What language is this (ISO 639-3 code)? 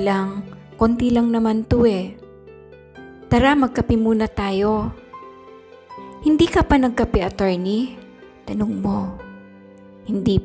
fil